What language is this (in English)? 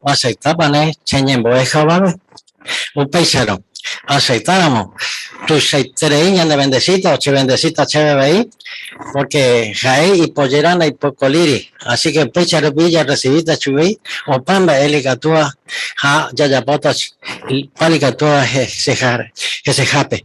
Guarani